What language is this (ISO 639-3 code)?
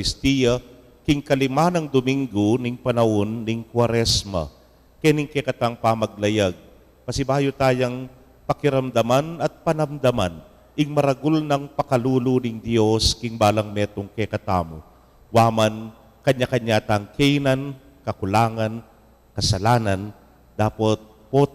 pam